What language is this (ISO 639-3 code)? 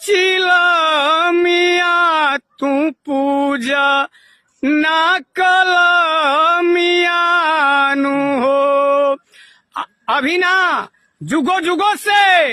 bho